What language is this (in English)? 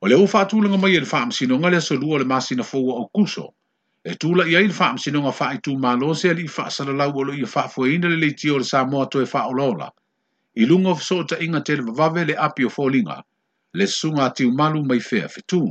Samoan